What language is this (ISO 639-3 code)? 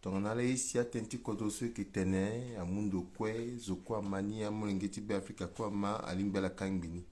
sag